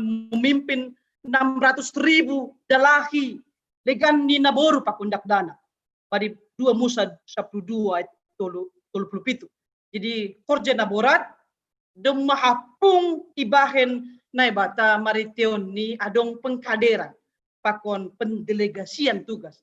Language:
Batak Simalungun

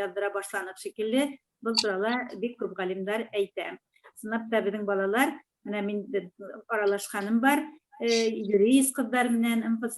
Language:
Bashkir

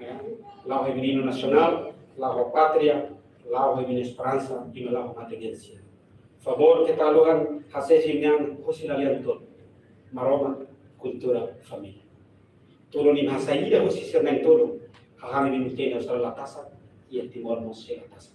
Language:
Tetum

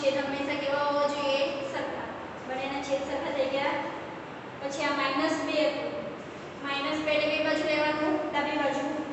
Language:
Gujarati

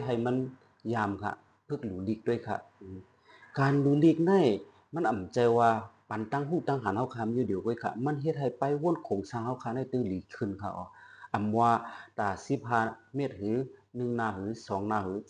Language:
Shan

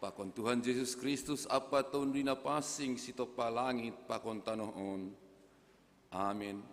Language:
Batak Simalungun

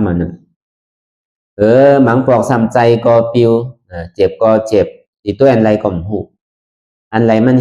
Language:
Shan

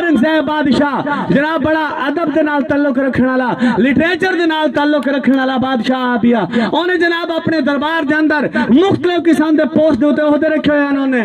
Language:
Saraiki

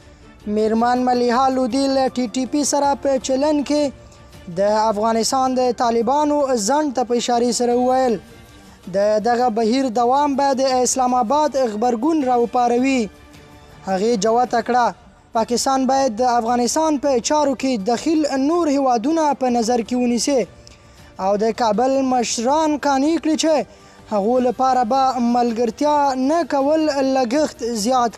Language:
Pashto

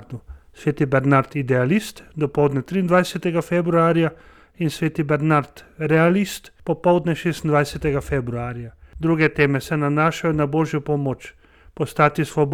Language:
Slovenian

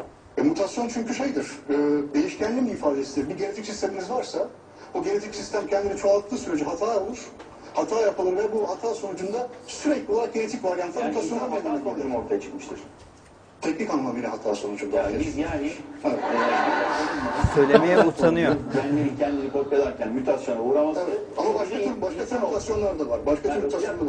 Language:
Turkish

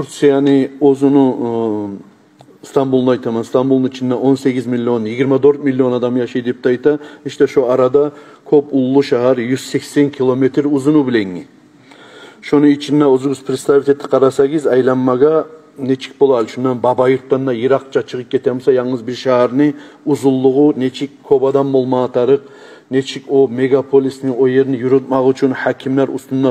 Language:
Kumyk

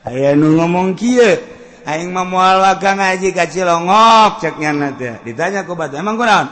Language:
Sundanese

